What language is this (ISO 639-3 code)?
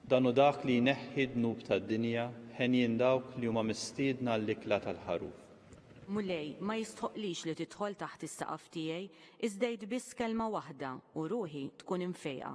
mlt